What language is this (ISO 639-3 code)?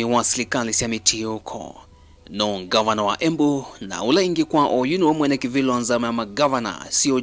kam